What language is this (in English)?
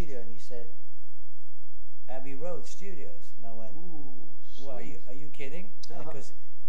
English